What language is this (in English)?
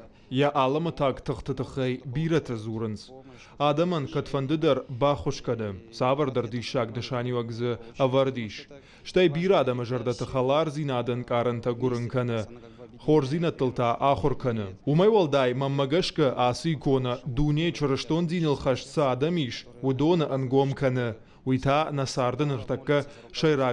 Ossetic